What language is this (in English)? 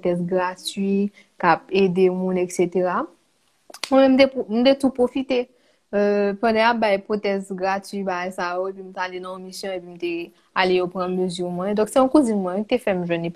Haitian Creole